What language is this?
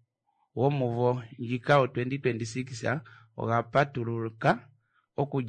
Kuanyama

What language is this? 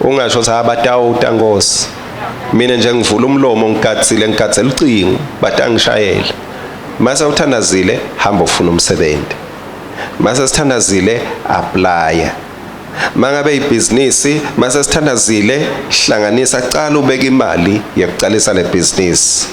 Swati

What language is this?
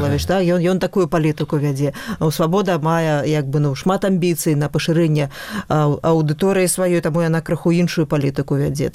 Belarusian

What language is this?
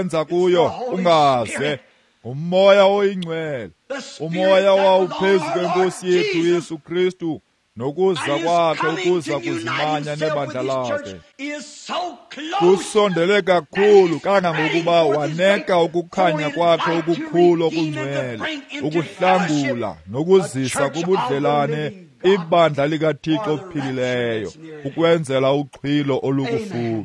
Xhosa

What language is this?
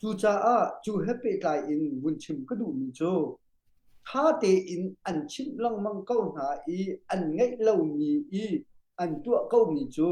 Hakha Chin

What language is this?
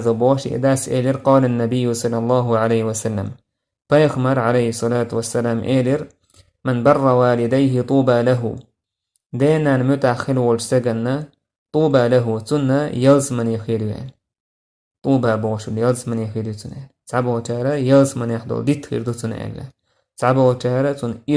Chechen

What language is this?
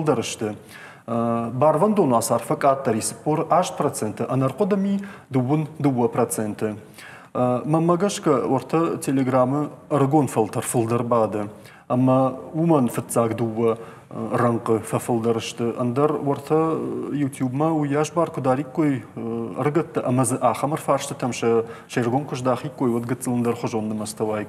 Ossetic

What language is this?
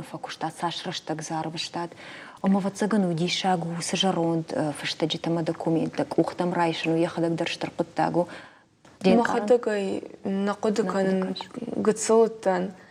Ossetic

